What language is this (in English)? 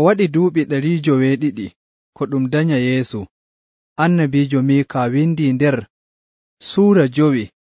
Nigerian Fulfulde